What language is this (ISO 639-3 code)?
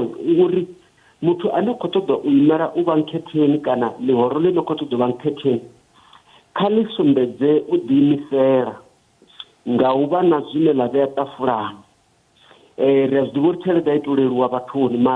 ven